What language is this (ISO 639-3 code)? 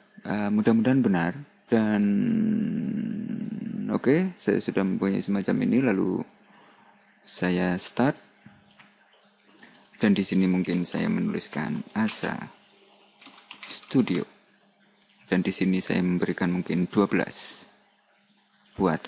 ind